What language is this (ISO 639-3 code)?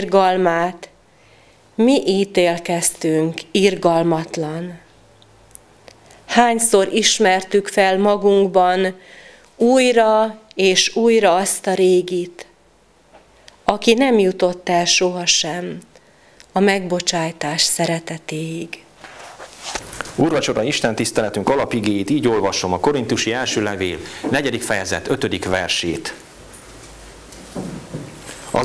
hun